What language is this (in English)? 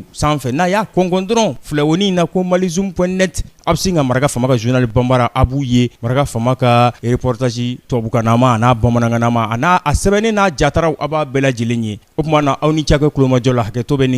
Bambara